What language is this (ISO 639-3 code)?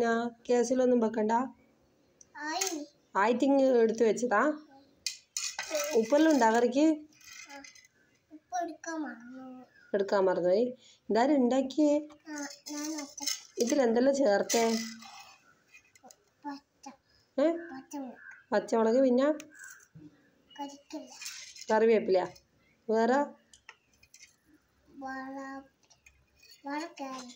mal